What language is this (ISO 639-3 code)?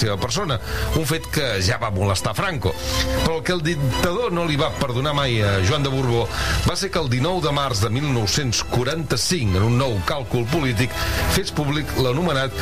cat